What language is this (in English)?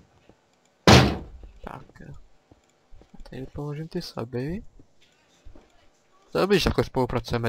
Czech